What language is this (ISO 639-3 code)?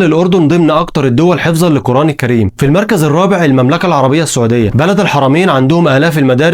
arz